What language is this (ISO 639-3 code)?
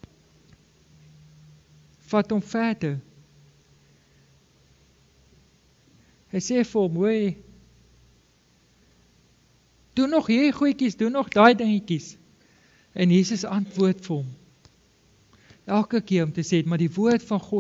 afr